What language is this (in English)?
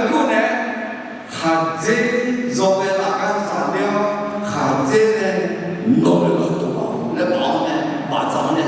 Akha